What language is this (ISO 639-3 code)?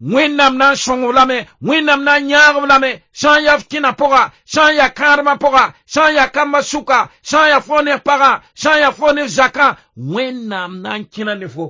mos